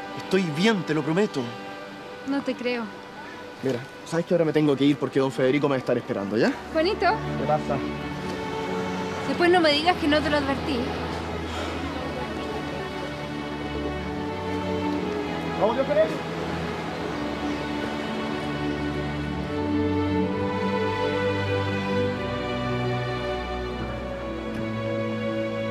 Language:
Spanish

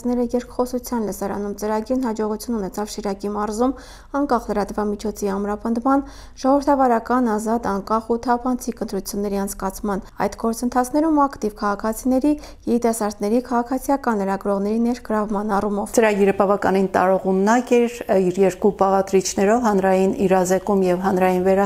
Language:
Armenian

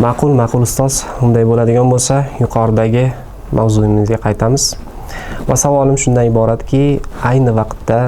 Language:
Uzbek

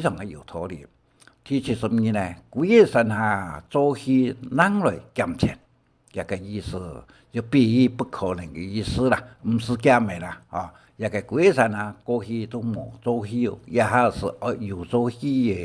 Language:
Hakka Chinese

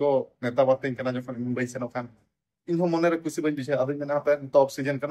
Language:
Santali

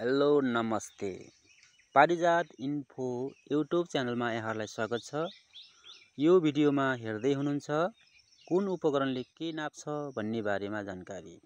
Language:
Nepali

